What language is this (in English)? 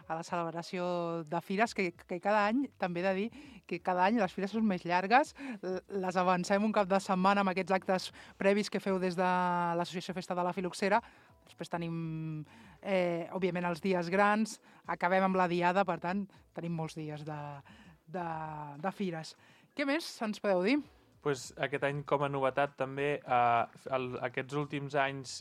Catalan